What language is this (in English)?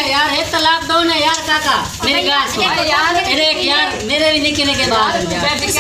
Saraiki